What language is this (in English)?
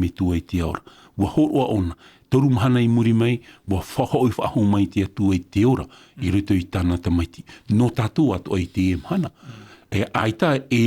Tahitian